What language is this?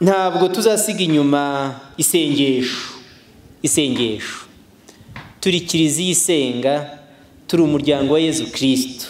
Kinyarwanda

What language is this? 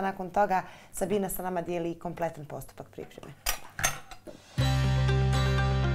Bosnian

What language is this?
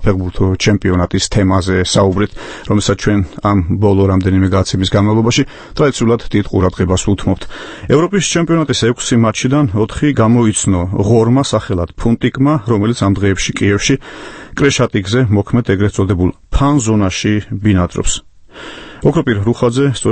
Georgian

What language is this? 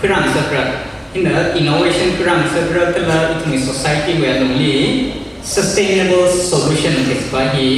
Tangkhul Naga (India)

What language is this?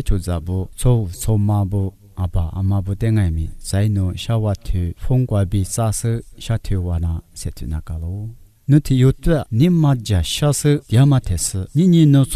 Lisu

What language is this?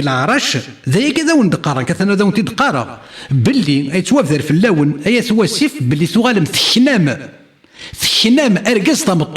Kabyle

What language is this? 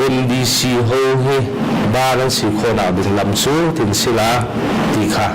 Hakha Chin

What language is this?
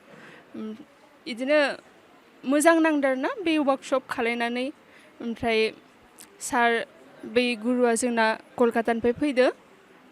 Bodo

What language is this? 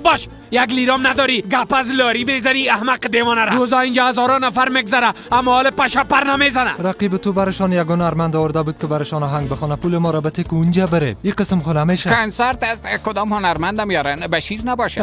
Persian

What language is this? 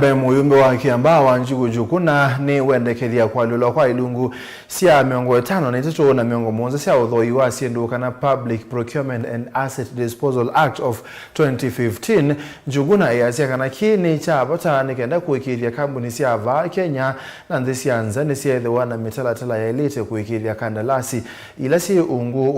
Kamba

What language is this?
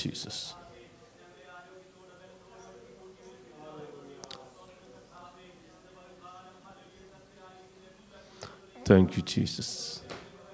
Malayalam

